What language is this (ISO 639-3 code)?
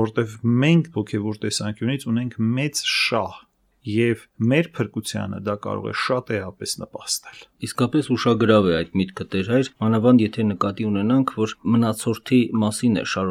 hye